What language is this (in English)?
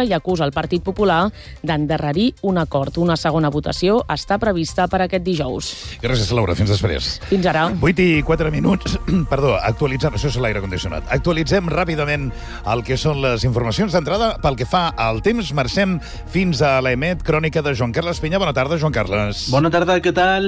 Catalan